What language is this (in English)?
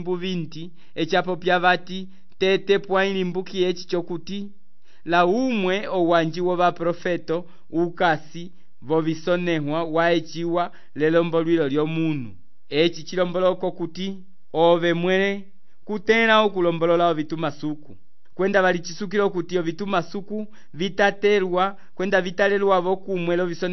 Umbundu